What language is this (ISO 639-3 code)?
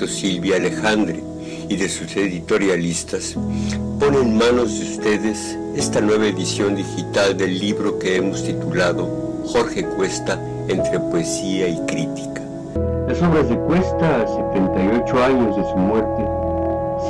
spa